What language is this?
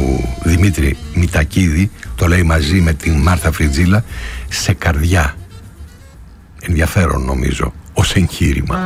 Greek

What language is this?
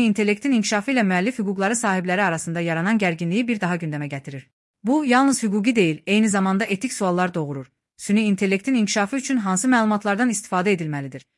Azerbaijani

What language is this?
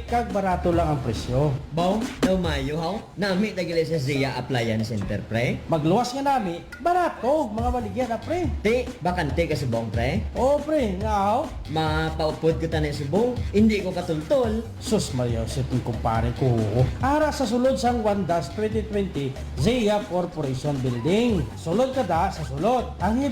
Hiligaynon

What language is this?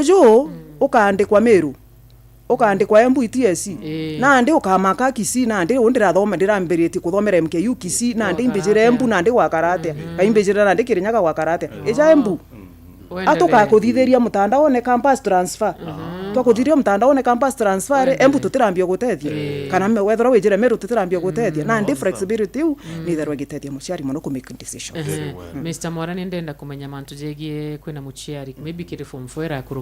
Meru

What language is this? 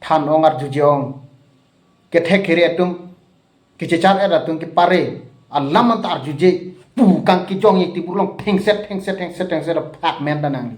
Karbi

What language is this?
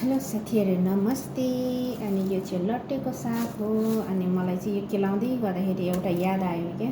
Nepali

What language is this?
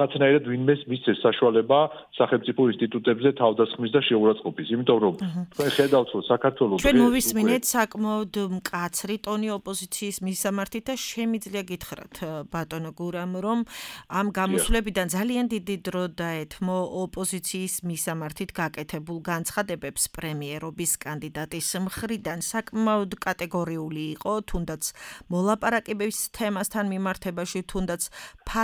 Georgian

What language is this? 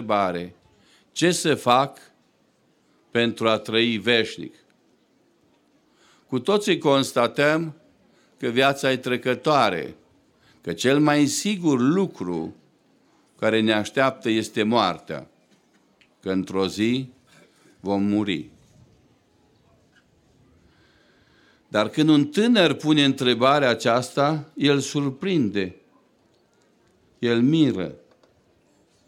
Romanian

